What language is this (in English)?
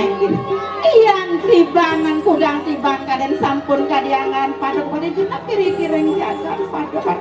Balinese